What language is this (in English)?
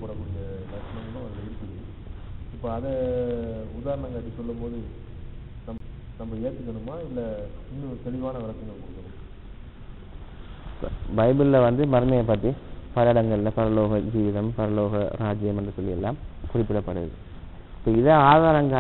Tamil